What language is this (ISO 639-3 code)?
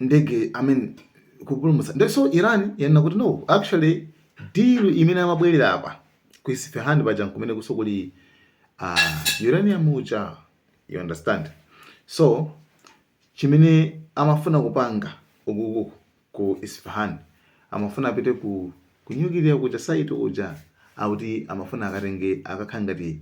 nya